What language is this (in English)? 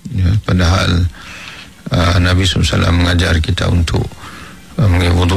Malay